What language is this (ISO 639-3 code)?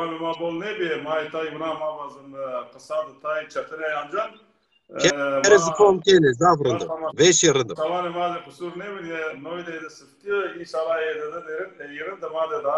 zza